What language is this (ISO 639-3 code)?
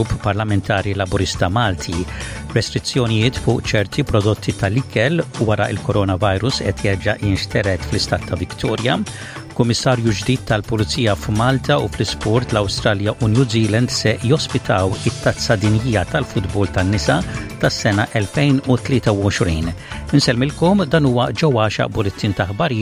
mlt